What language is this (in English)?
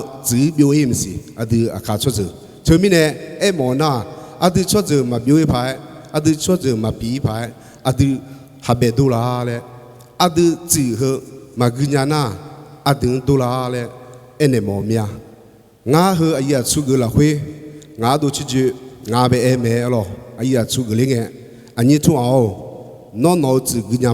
Akha